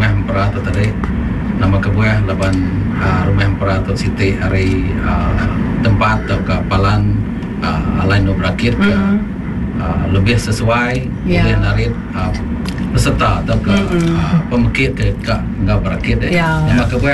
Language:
Iban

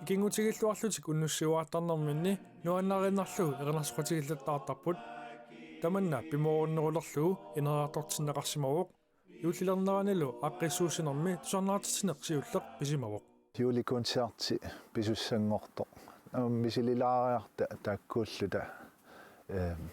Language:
Kalaallisut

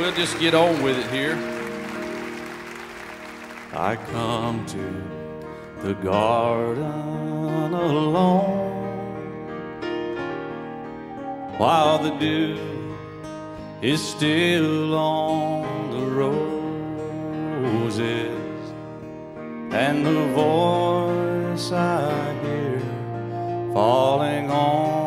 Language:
English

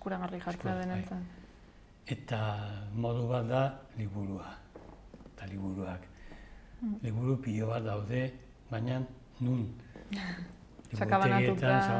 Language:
Basque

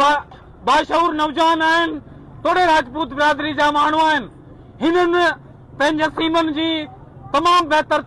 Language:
Sindhi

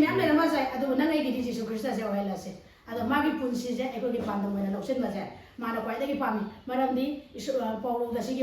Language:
Manipuri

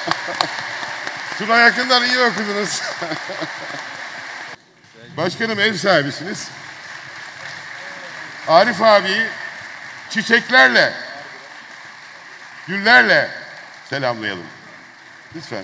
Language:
Turkish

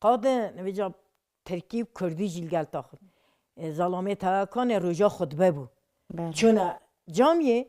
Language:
Kurdish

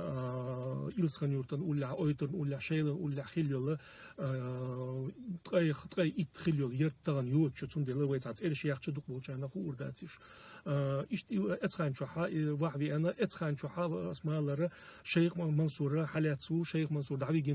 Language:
Chechen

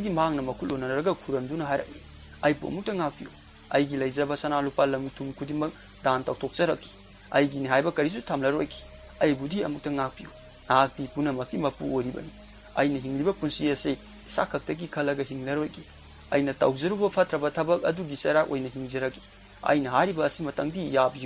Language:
Manipuri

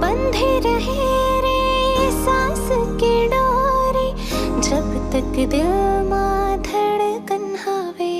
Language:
Chhattisgarhi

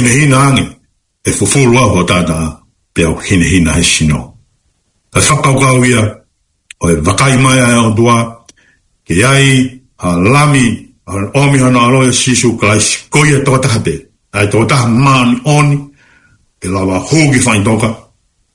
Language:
Tongan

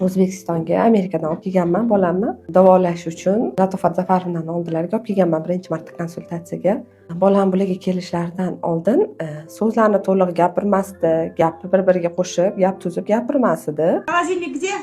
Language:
Uzbek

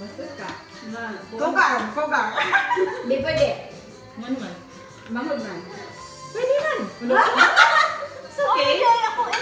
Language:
Cebuano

